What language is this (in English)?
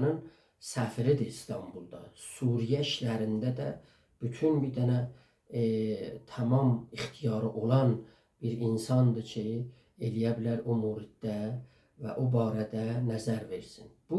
South Azerbaijani